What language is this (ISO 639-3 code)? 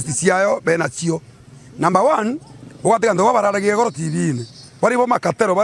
mer